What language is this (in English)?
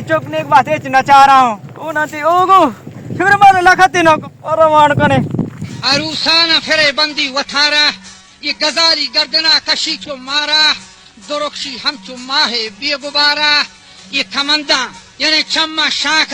Baluchi